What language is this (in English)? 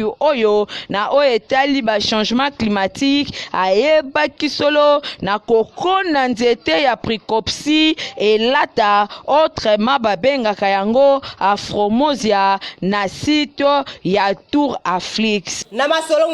Lingala